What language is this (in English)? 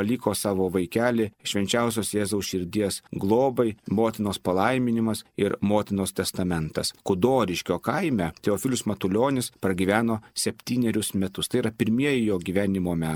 Lithuanian